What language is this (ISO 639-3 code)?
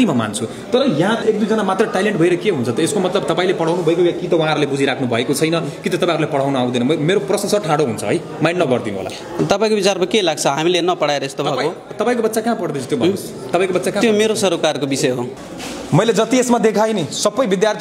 nep